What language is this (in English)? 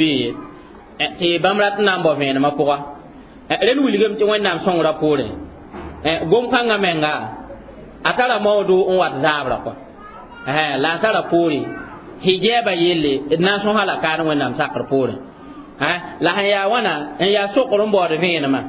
Mossi